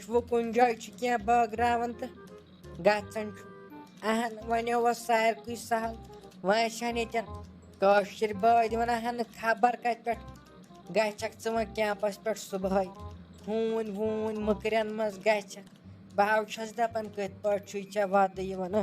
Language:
Kashmiri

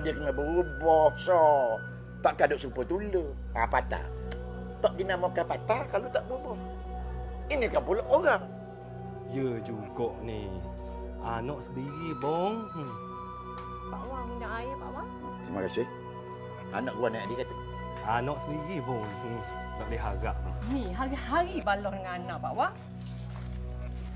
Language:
Malay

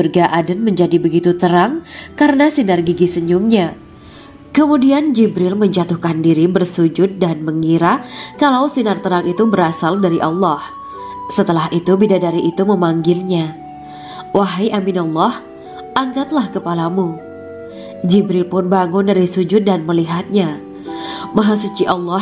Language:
Indonesian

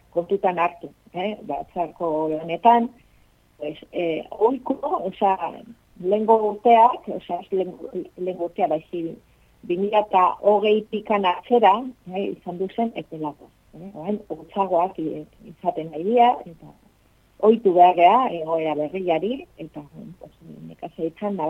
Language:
Basque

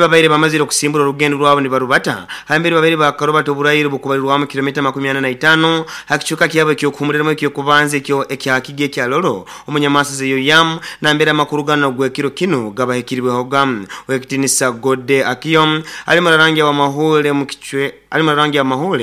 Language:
Nyoro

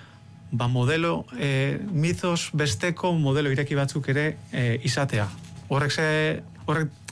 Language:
Basque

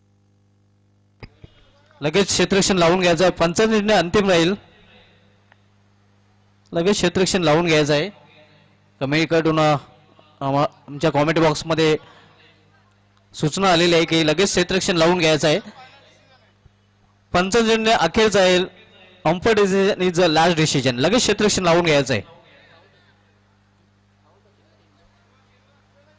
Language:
Marathi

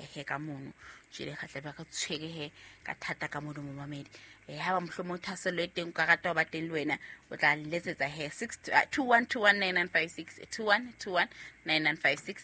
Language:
Southern Sotho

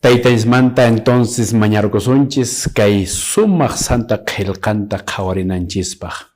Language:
Quechua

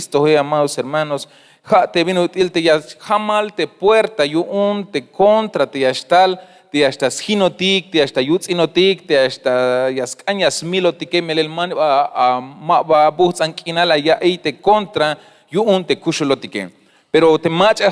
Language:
Tzeltal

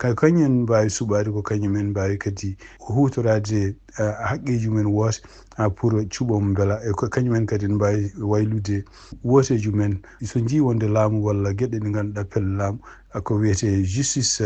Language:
Fula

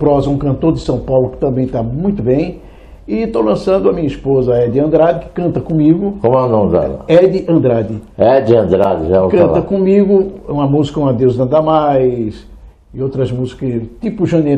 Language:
Portuguese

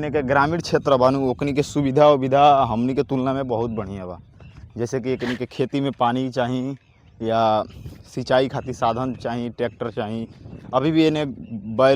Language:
Bhojpuri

